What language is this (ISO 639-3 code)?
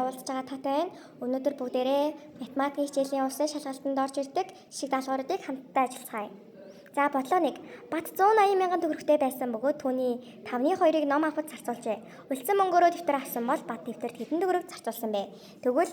mon